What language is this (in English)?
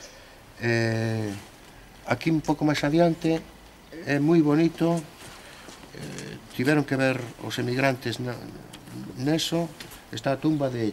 Galician